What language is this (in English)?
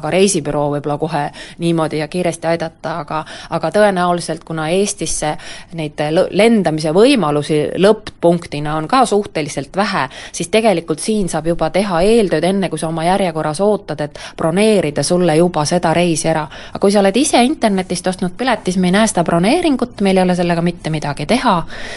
Estonian